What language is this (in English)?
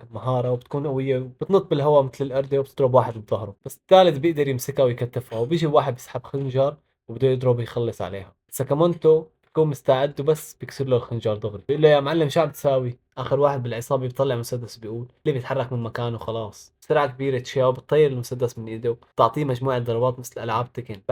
Egyptian Arabic